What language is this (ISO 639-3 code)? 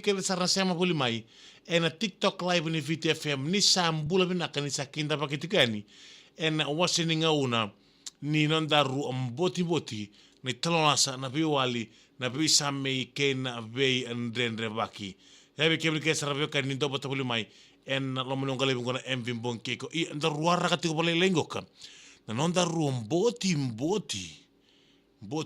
fij